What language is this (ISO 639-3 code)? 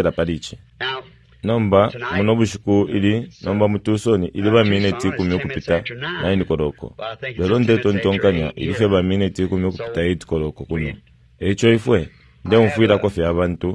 bem